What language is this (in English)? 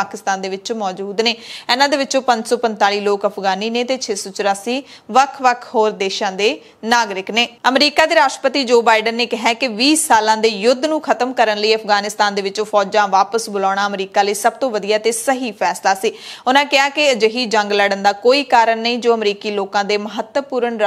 Punjabi